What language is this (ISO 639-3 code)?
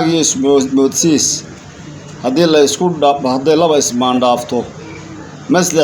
som